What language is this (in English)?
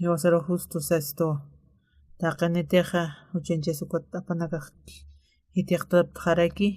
Aymara